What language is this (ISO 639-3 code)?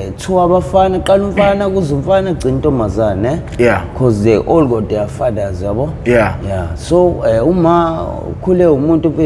zul